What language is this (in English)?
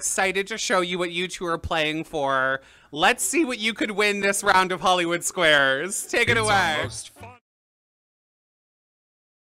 English